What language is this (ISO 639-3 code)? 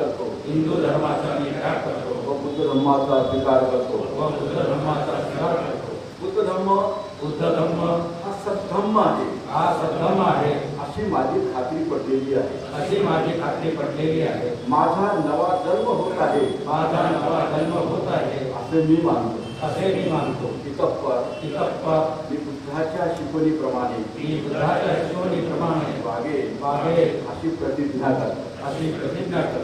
mar